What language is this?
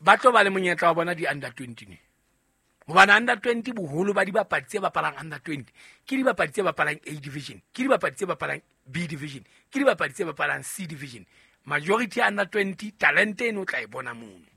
Southern Sotho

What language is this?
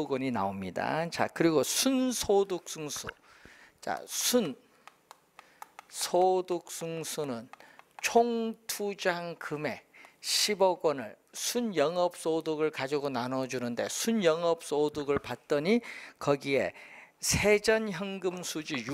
Korean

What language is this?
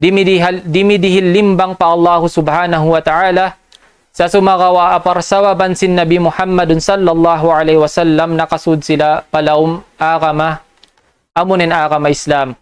Tausug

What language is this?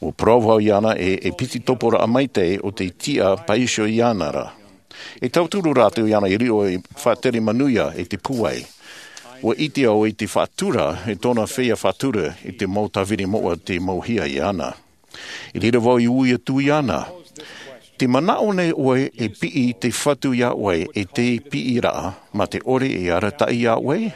Tahitian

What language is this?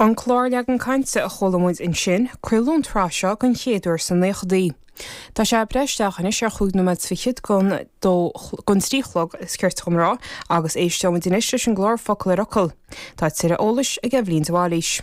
Irish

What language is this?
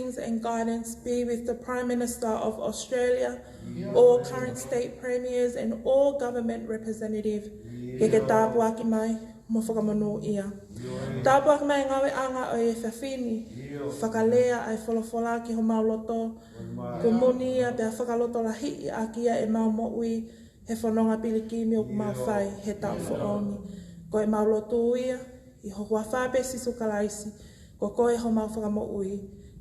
Tongan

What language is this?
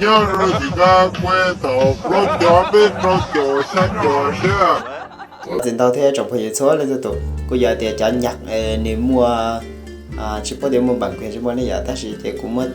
Hmong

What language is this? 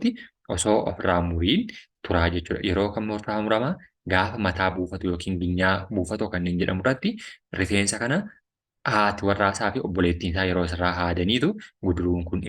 Oromo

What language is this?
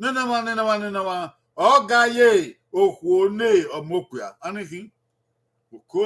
Bini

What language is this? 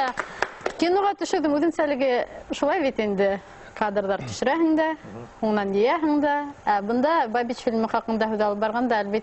Bashkir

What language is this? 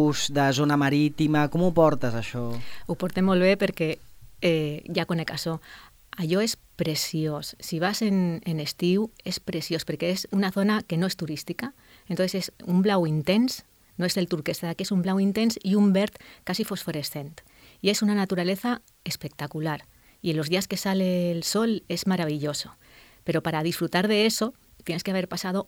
Catalan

